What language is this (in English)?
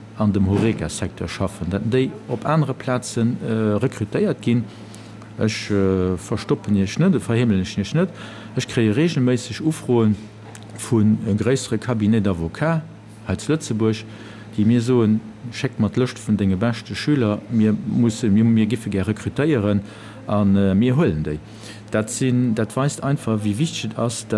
Luxembourgish